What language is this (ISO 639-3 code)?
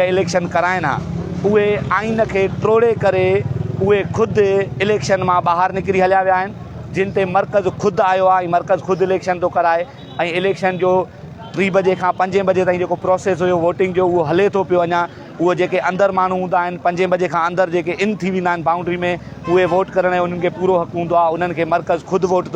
snd